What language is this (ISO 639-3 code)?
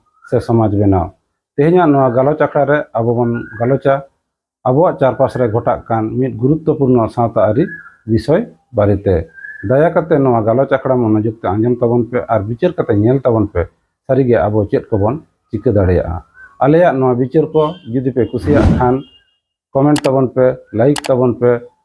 sat